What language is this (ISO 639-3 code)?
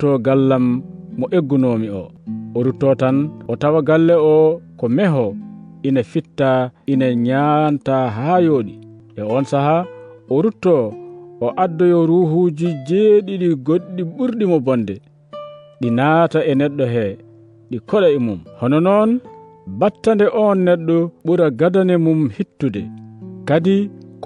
ful